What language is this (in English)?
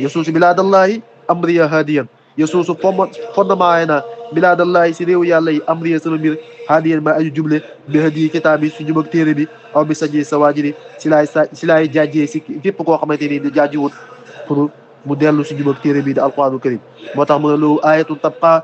Wolof